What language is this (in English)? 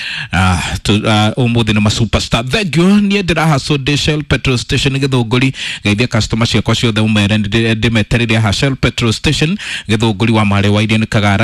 Kikuyu